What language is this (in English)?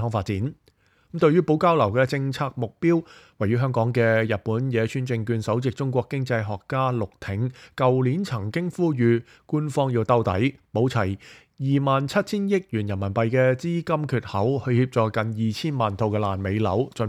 Cantonese